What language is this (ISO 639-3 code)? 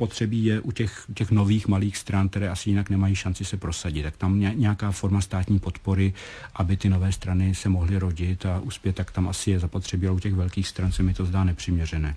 ces